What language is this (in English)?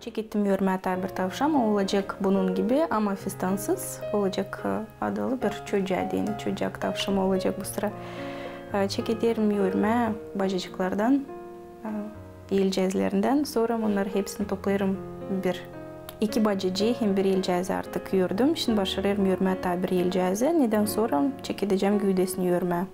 Gagauz